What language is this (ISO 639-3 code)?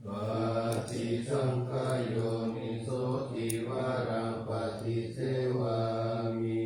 pli